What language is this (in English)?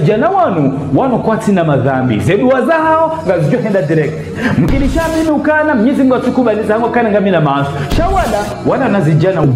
Ngazidja Comorian